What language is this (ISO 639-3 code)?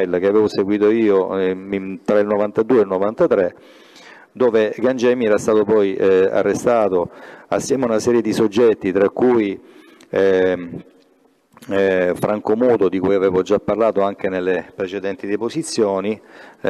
ita